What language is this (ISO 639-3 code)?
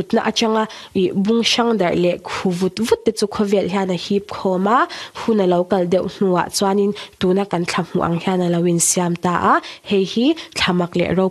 lus